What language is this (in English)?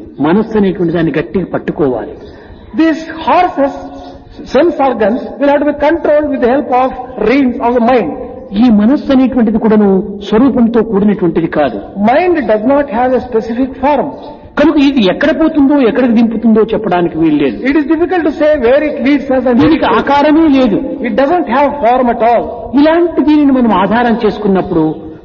Telugu